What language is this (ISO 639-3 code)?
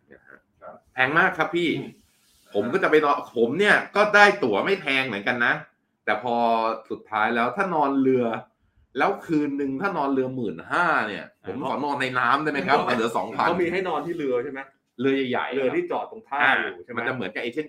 tha